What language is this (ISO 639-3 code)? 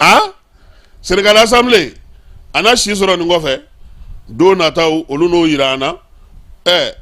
bam